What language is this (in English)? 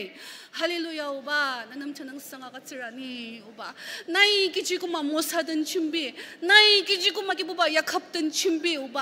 Ao Naga